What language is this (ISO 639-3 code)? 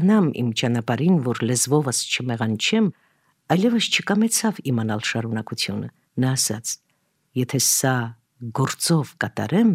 hye